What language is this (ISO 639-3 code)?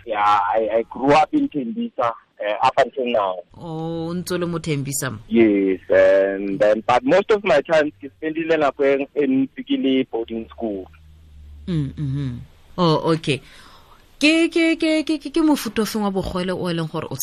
tsn